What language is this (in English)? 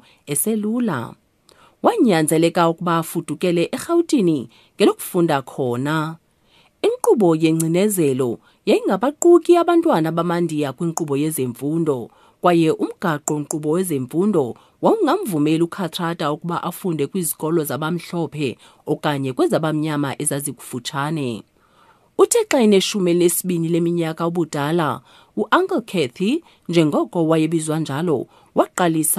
Xhosa